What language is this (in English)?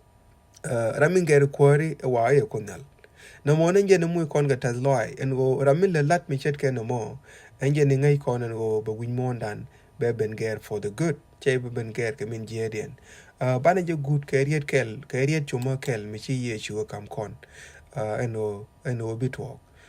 Nuer